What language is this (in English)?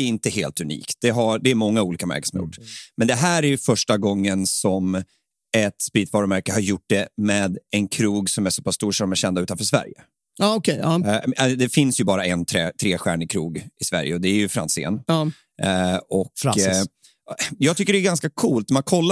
Swedish